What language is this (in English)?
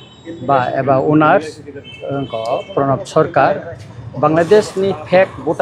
Kok Borok